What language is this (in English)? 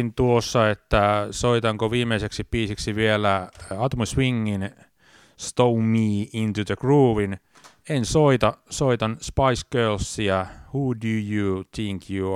Finnish